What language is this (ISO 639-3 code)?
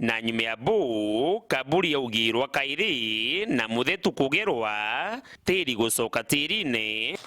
mer